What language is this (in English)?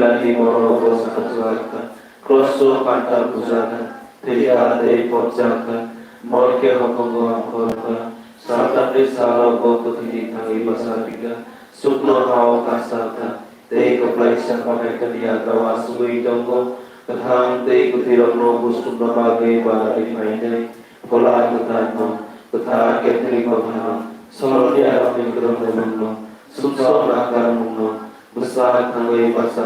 Kok Borok